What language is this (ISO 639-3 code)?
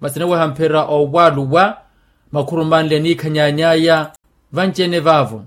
vmw